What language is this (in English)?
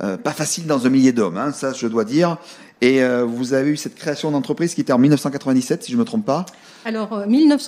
French